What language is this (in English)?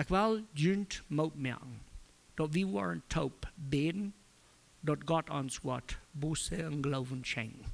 Plautdietsch